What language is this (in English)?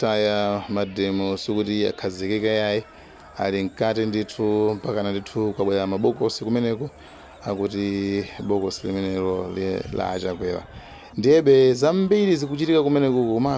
Nyanja